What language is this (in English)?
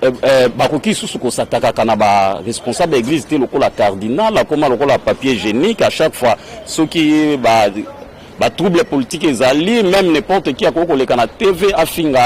Lingala